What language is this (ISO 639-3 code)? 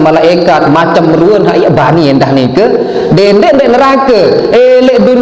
sas